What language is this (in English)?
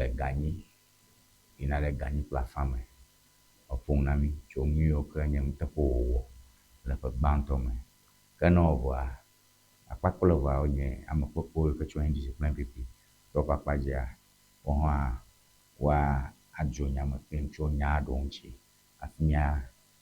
Ewe